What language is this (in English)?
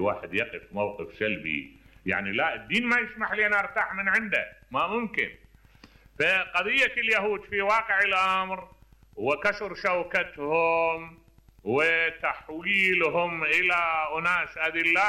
Mesopotamian Arabic